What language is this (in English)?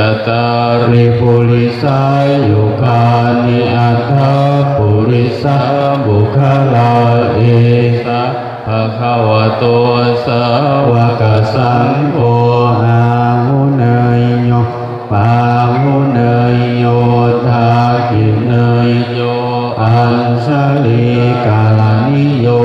Pali